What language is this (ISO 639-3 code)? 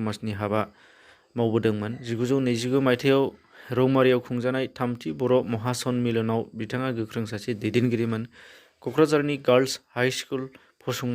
brx